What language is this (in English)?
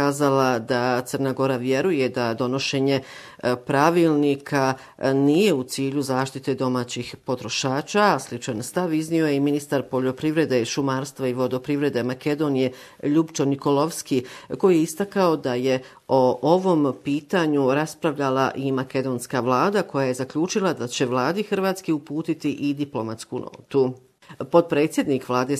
Bosnian